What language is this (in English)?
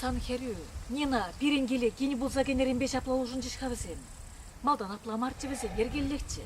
Chuvash